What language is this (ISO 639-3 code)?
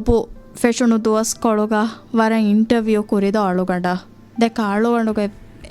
div